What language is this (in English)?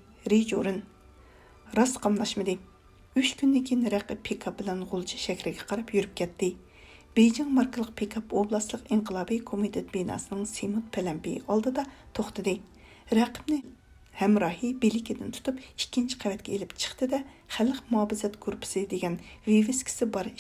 Uyghur